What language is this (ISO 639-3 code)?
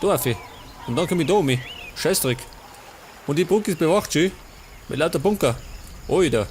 bar